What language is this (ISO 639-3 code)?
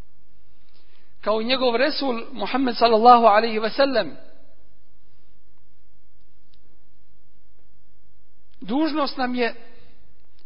bos